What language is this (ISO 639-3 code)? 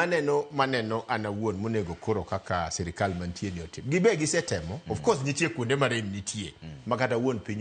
luo